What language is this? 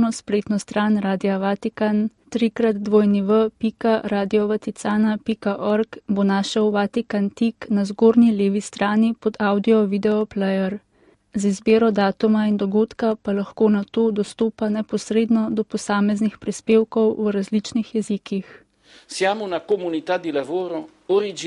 Slovenian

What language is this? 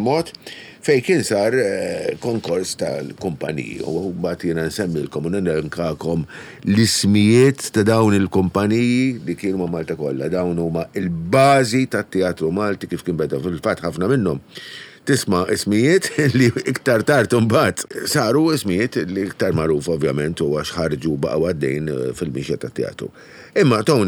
Maltese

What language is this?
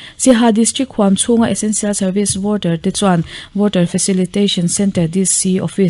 Mizo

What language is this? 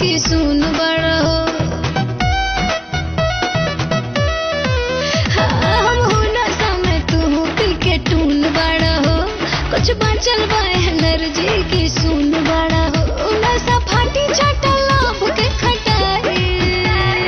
Bhojpuri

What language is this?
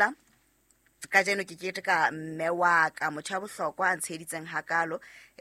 Southern Sotho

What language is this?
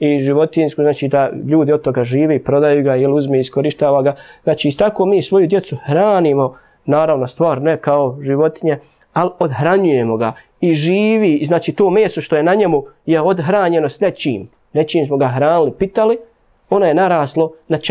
Bosnian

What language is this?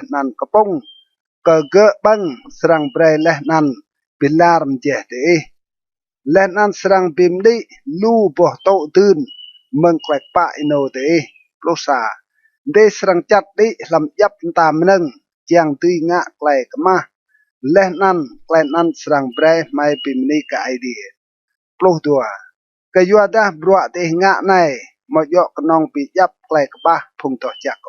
Rade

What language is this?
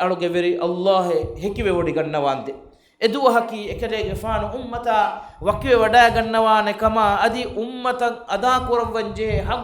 Divehi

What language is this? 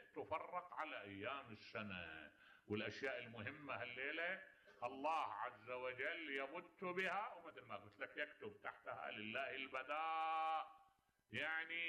Mesopotamian Arabic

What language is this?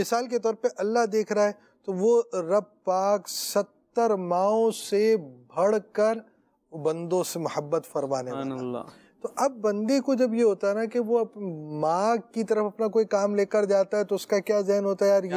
Urdu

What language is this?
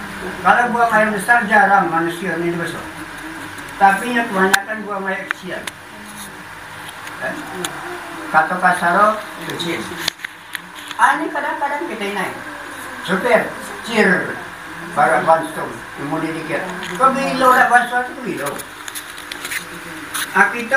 Indonesian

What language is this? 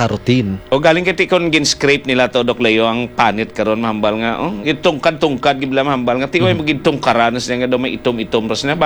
Hiligaynon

